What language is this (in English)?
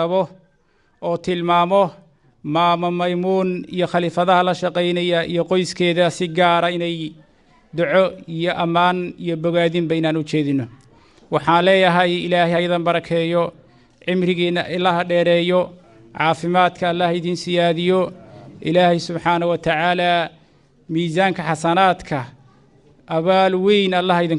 Somali